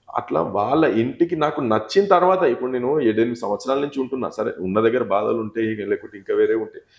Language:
Telugu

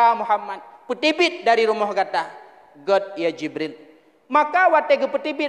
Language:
Achinese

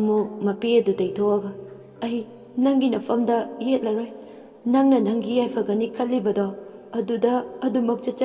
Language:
Manipuri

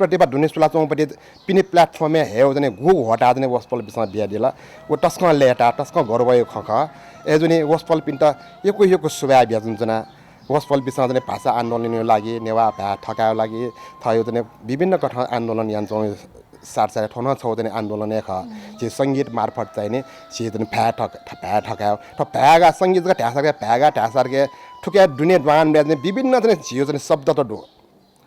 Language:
Newari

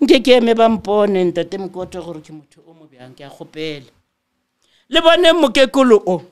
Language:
Southern Sotho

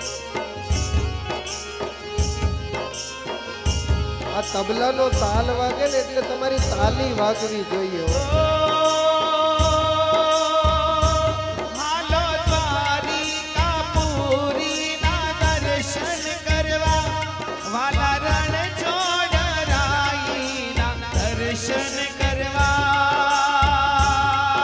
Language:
Gujarati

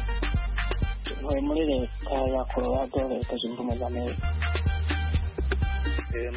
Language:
Kinyarwanda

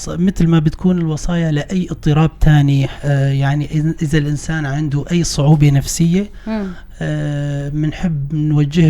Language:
North Levantine Arabic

